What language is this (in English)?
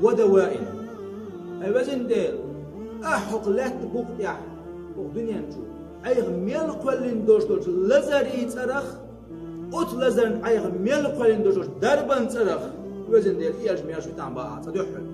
Chechen